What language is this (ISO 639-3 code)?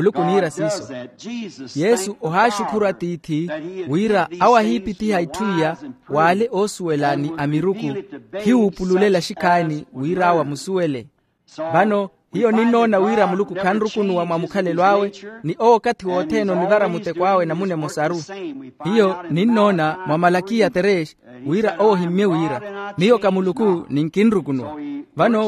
vmw